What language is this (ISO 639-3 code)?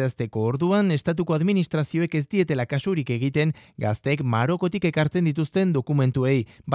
eus